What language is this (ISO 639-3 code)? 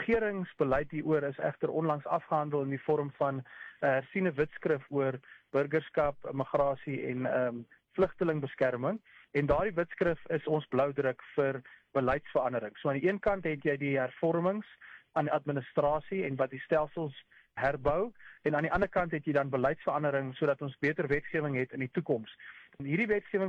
afr